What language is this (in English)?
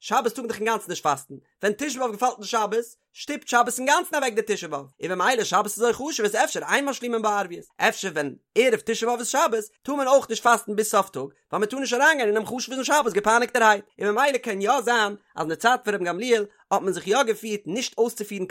Yiddish